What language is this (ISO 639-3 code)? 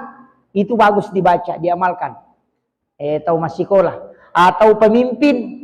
bug